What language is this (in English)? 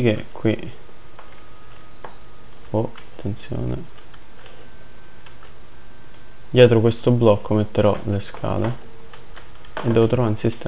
Italian